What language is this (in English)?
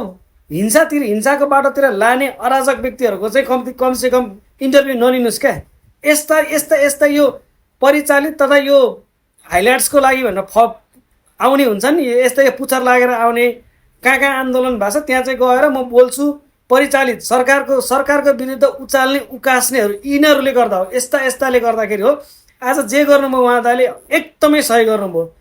Nepali